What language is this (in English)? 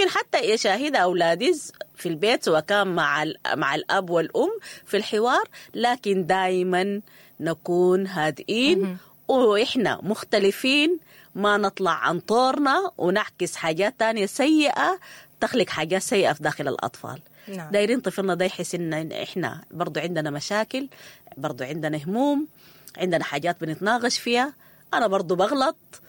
Sudanese Arabic